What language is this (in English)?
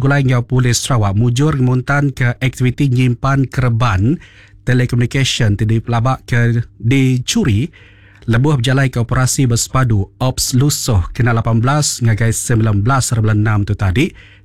Iban